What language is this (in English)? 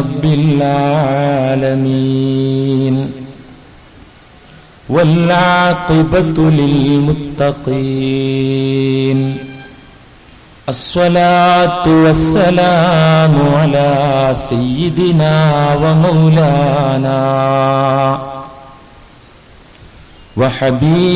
Malayalam